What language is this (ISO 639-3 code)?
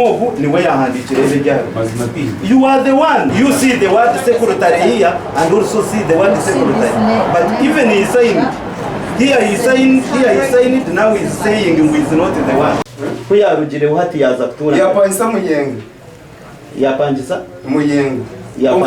nyn